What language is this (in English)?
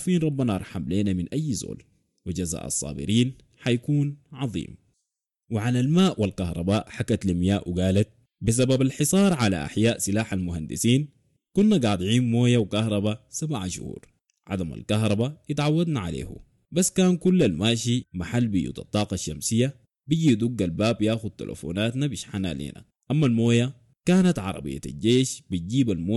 Sudanese Arabic